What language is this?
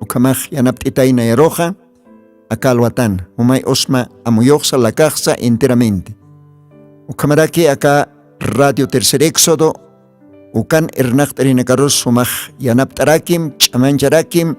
Aymara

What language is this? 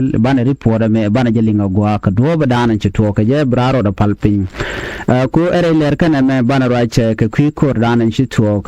Nuer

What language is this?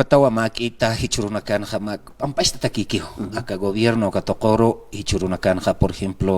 Aymara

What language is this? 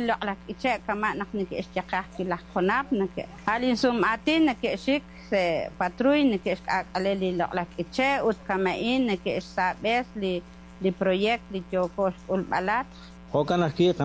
Kekchí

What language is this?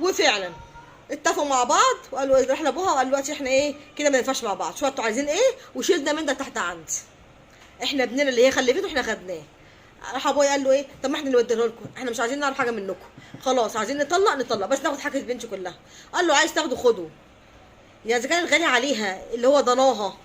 Egyptian Arabic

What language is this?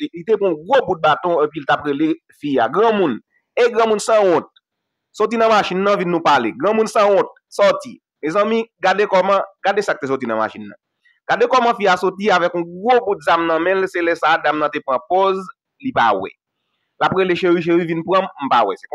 Haitian Creole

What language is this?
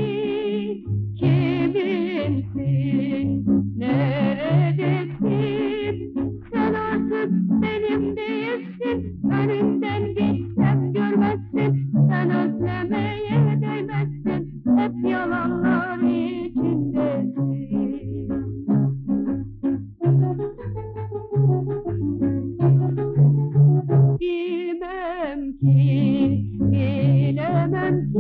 Turkish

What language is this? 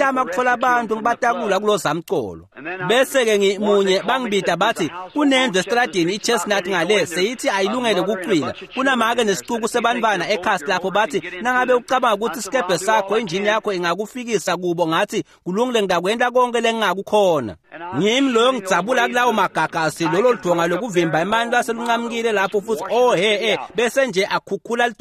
Swati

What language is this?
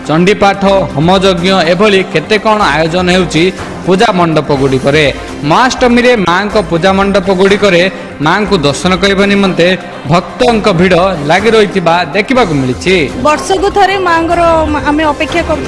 Odia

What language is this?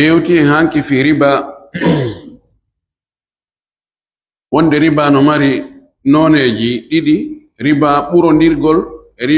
Fula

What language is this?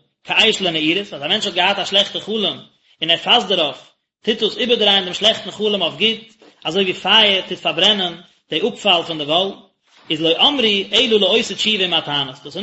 Yiddish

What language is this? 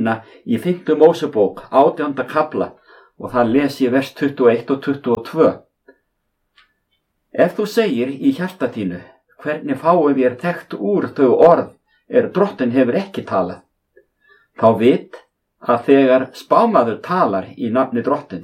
Icelandic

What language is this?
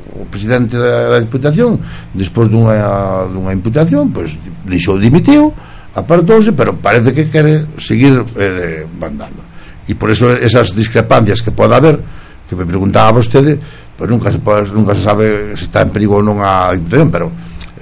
Galician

